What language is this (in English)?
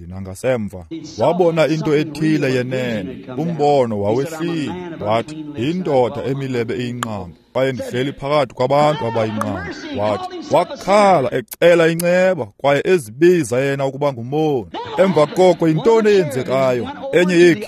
Xhosa